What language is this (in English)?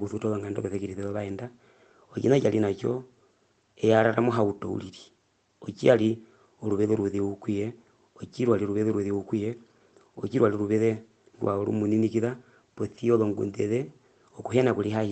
Herero